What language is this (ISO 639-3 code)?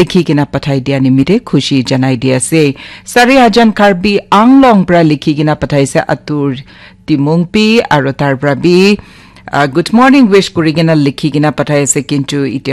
nag